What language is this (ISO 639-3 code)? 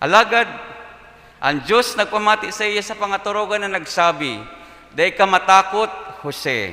bik